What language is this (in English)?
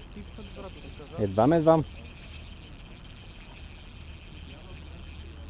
Bulgarian